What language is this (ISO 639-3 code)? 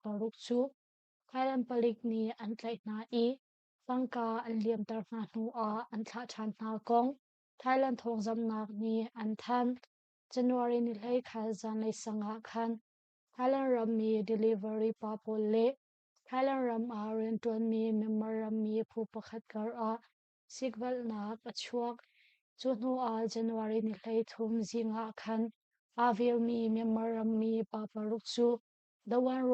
cnh